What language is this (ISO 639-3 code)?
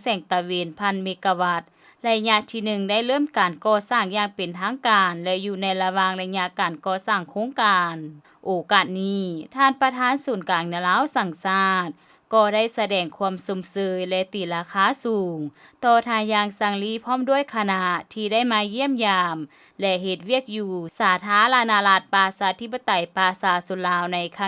lao